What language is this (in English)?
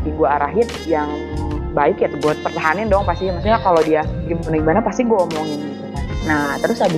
Indonesian